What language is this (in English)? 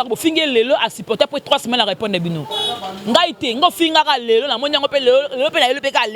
Lingala